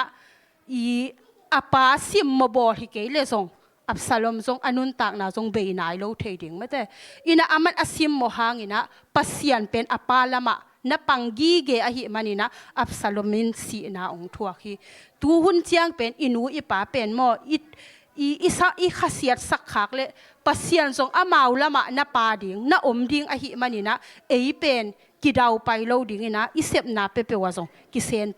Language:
Tedim Chin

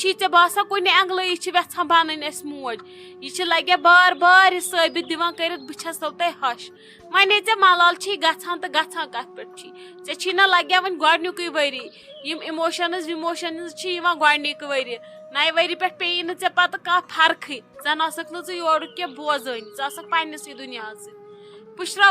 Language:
Kashmiri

